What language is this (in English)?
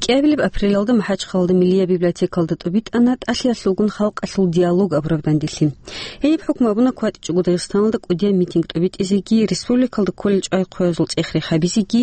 Avaric